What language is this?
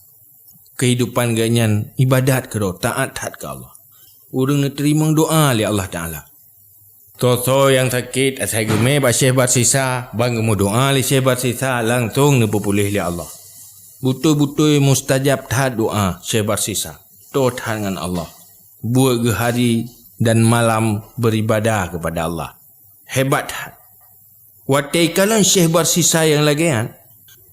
Achinese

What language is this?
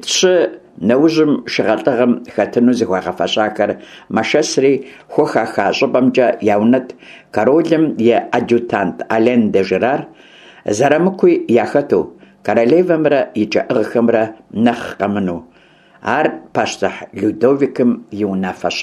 Kabardian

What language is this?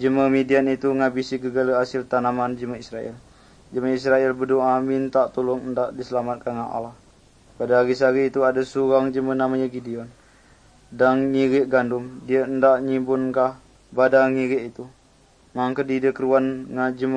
Malay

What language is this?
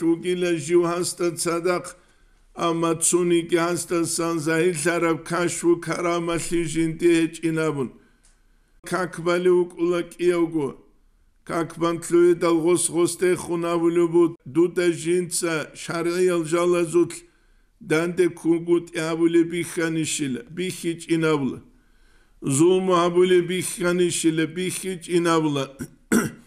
Avaric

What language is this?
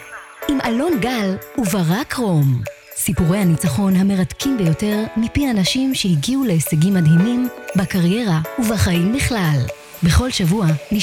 Hebrew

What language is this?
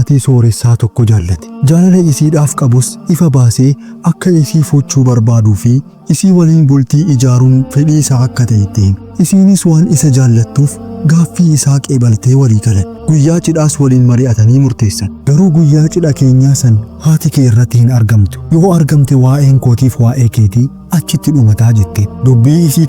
Oromo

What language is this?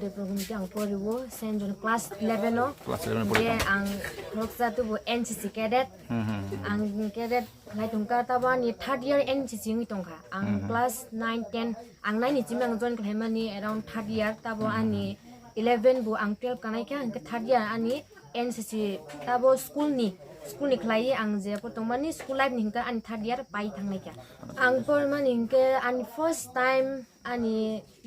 Kok Borok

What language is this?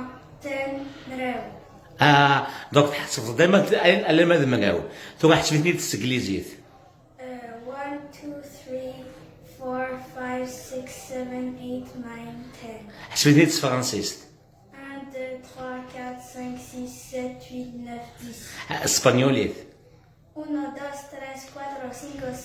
Kabyle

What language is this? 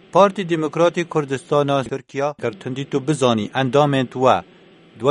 Kurdish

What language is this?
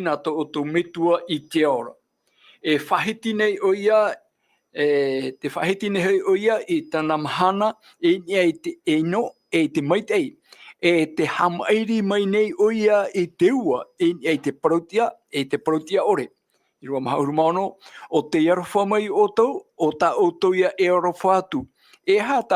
Tahitian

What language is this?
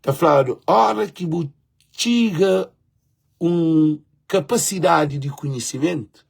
Kabuverdianu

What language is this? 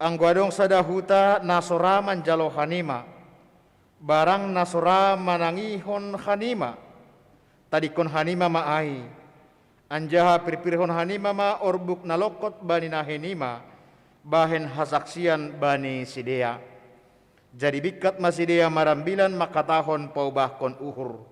Batak Simalungun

